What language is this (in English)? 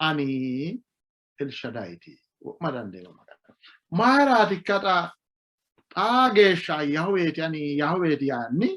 Sidamo